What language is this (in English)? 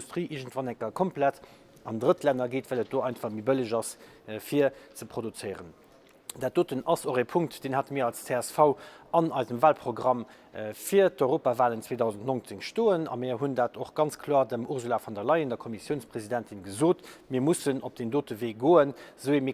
Luxembourgish